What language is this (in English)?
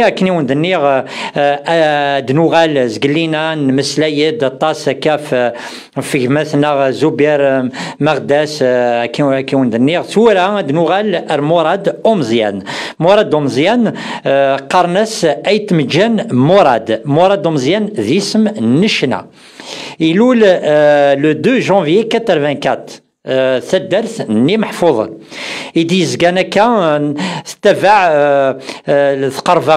Kabyle